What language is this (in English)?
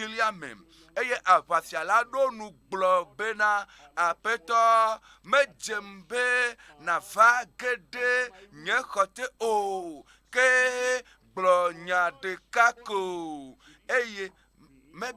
Ewe